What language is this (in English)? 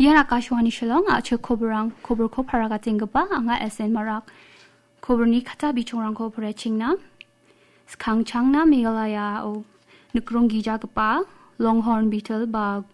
Garo